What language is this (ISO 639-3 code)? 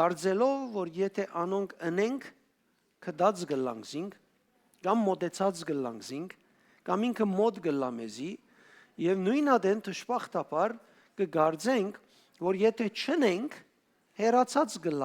hyw